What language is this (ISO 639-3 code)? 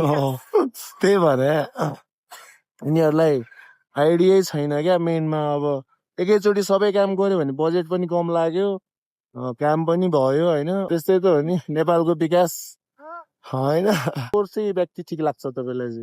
nep